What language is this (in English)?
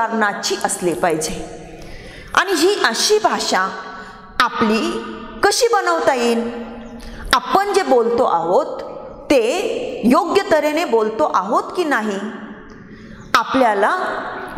Marathi